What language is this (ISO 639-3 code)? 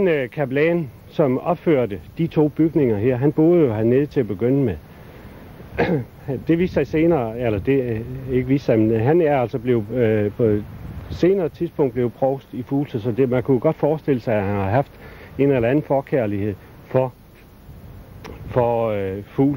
dan